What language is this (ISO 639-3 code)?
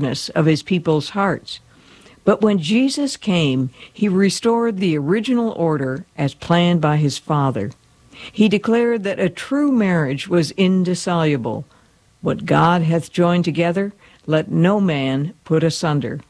eng